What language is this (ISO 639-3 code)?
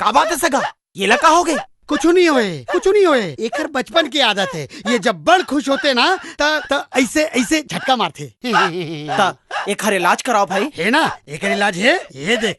hne